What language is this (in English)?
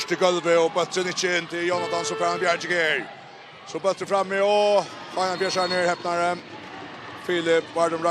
Faroese